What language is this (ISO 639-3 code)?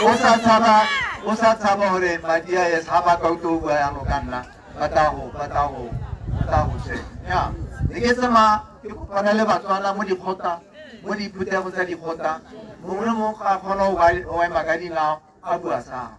tsn